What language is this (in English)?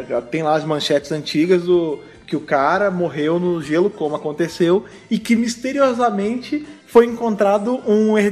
Portuguese